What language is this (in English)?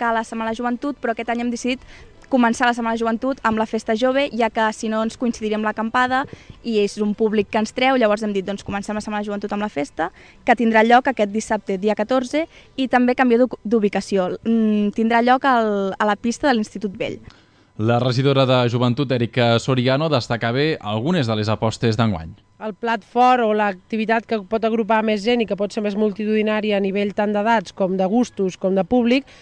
Catalan